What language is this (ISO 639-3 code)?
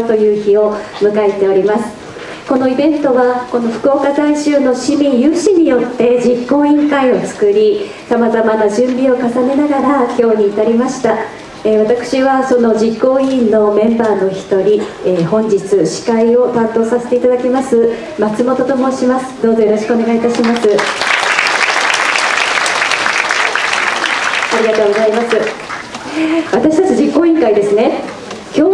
jpn